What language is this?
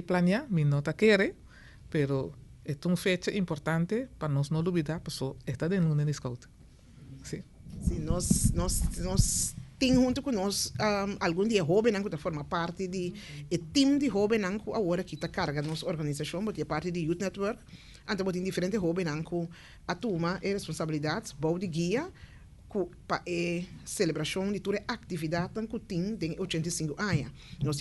Papiamento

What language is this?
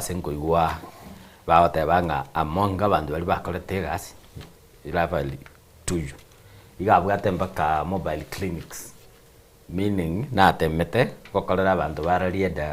Gusii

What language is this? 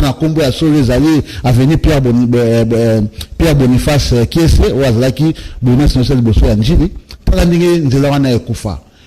Lingala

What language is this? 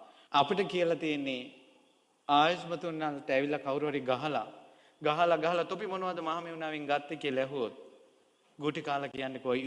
Sinhala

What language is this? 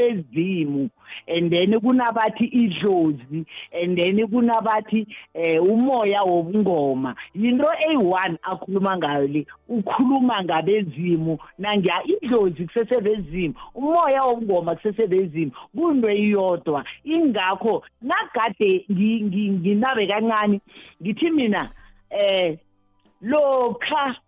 South Ndebele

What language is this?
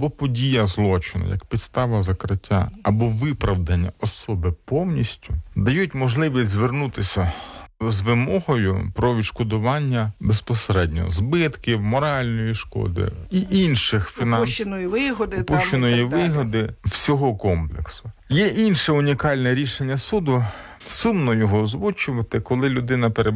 Ukrainian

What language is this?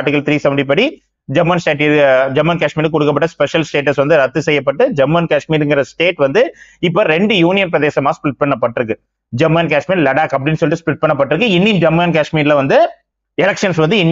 Tamil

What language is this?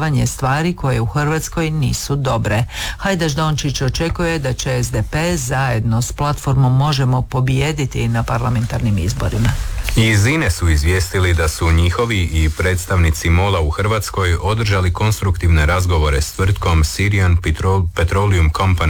Croatian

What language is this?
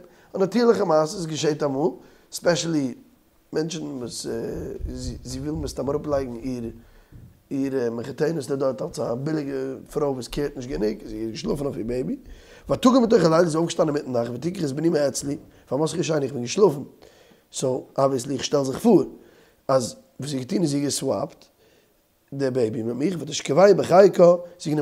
Yiddish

